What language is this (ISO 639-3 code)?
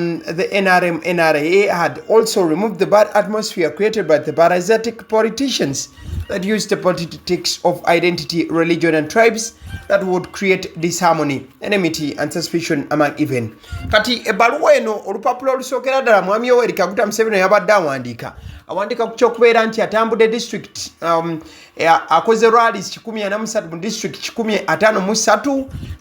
lug